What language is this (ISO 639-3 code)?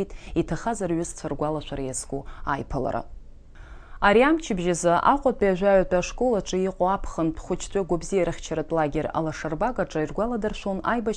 abk